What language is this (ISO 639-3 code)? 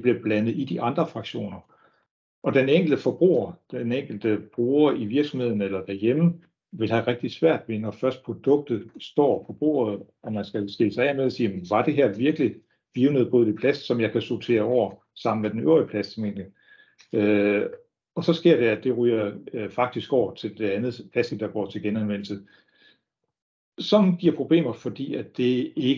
dan